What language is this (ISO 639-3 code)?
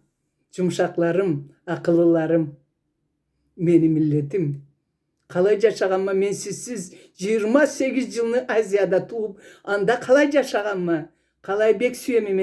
krc